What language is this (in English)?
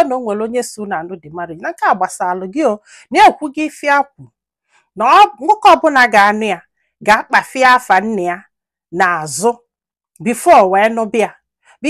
Igbo